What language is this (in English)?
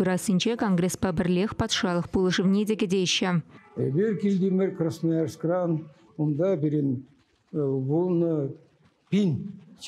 Chuvash